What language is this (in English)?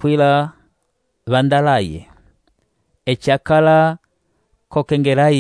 Umbundu